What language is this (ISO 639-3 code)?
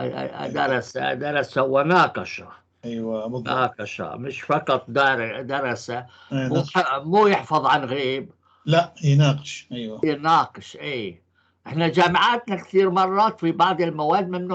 apc